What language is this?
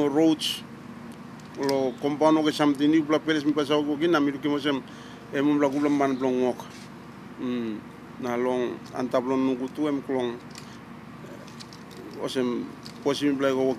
Tok Pisin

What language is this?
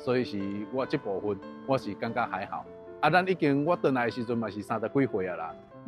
Min Nan Chinese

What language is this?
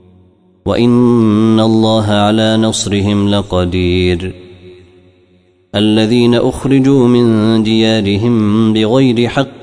Arabic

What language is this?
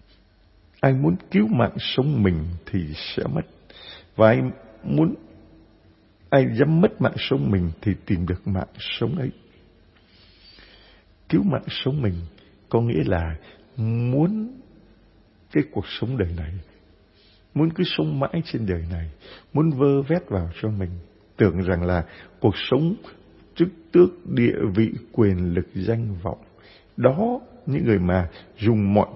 Vietnamese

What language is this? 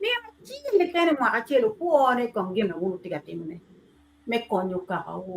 Acoli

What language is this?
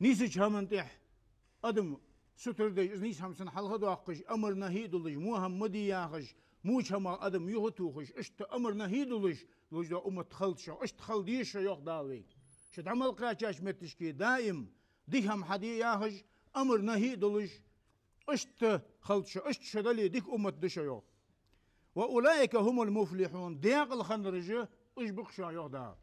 Ingush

